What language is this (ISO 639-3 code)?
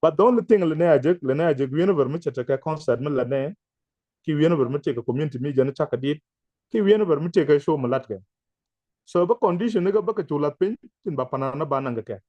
nus